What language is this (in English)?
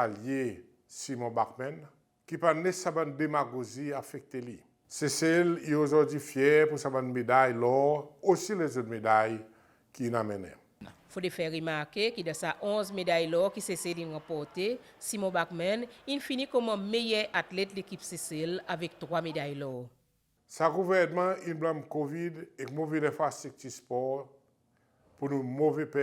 Seselwa Creole French